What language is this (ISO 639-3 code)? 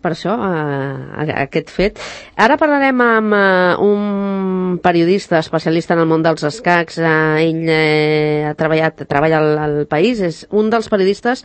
cat